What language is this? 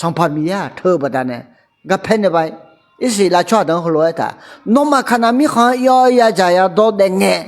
Akha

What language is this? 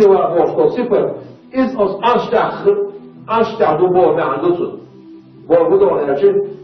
Chechen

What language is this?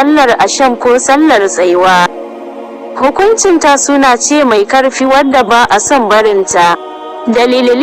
Hausa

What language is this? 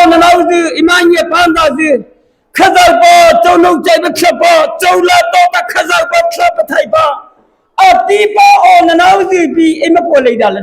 Mara Chin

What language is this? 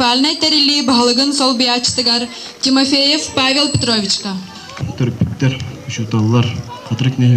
Yakut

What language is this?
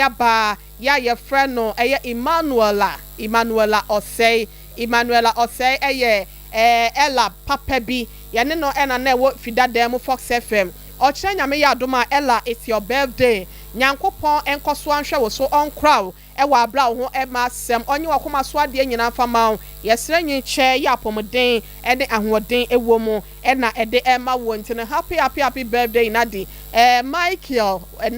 Akan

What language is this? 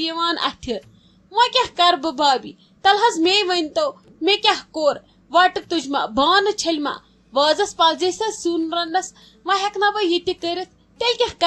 Kashmiri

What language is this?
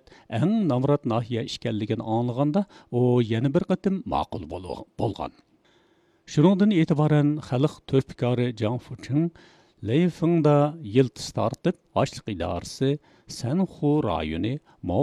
Uyghur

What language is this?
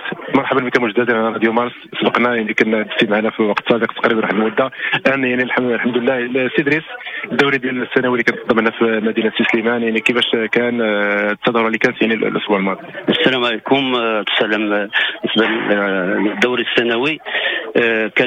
Moroccan Arabic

